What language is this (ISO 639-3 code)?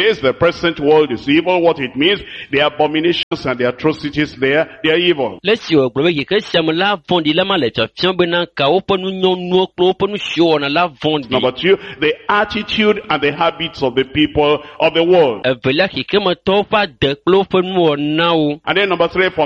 ewe